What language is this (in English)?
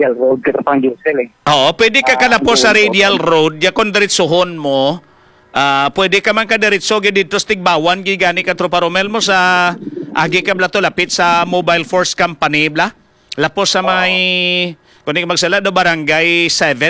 Hiligaynon